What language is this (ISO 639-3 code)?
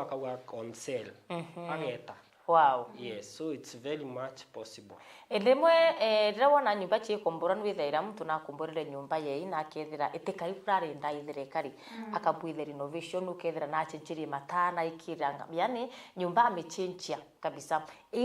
mer